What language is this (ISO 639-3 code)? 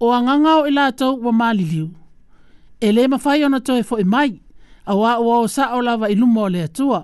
smo